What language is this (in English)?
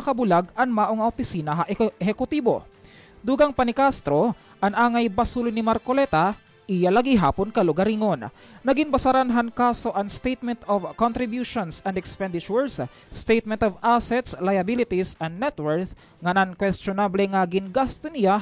Waray